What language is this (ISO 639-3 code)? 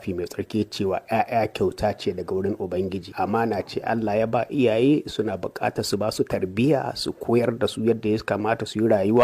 hau